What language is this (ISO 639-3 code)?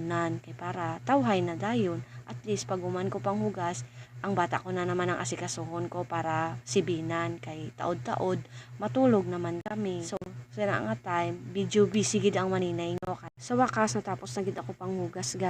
hil